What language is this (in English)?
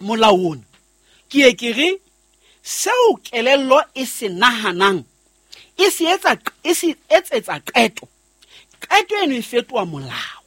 Southern Sotho